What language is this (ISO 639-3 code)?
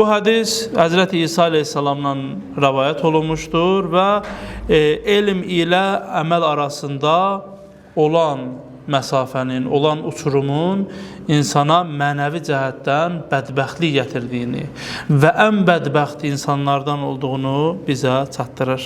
aze